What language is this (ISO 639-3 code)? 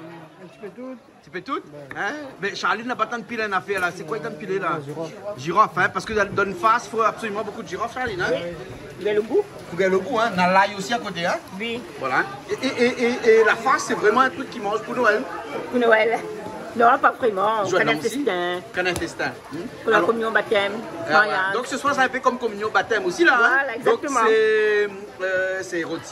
rcf